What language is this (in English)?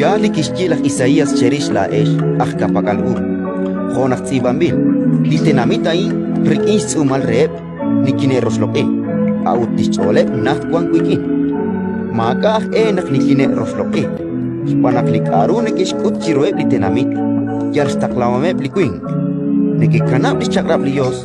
Kekchí